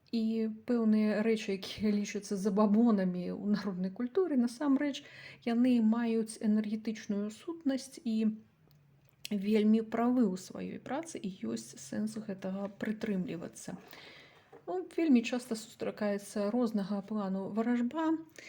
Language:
Belarusian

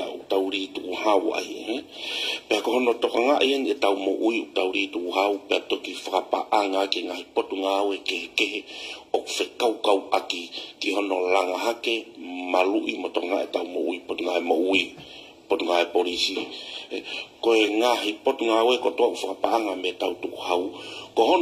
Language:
Tongan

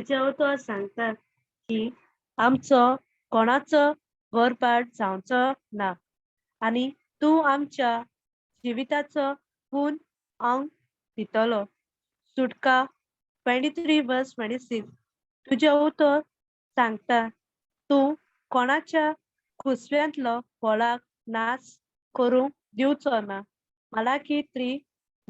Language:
Konkani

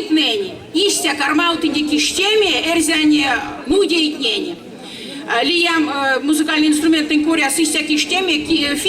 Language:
Erzya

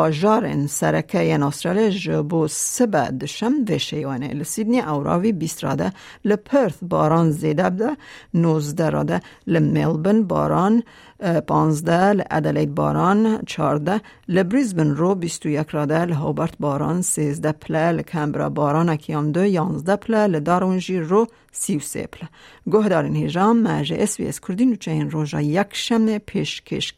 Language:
Kurdish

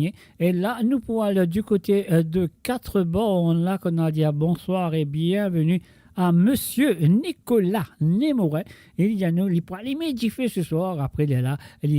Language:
Morisyen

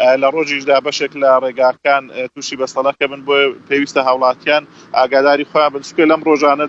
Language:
Central Kurdish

